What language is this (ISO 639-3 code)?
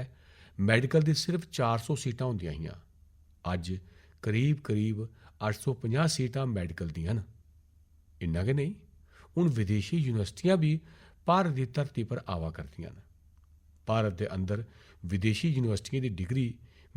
doi